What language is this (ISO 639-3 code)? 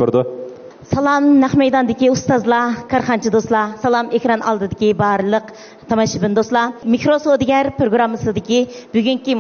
uig